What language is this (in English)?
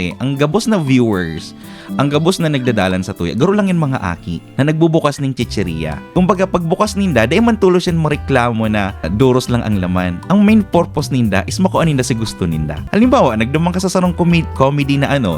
Bikol